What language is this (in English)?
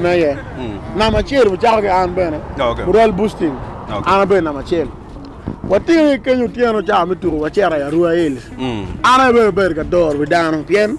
Acoli